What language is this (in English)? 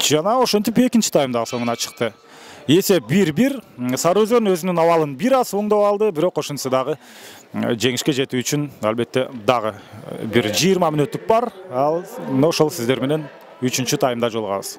Kyrgyz